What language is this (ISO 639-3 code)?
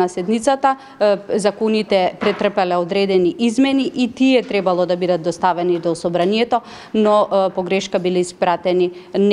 mkd